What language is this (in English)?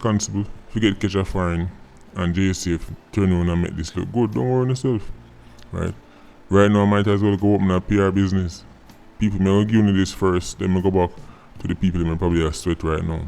Jamaican Creole English